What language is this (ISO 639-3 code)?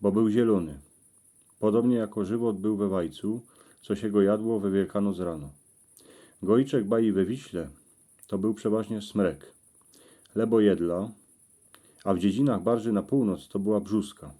szl